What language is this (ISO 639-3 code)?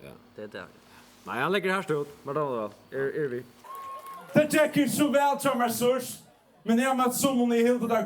fao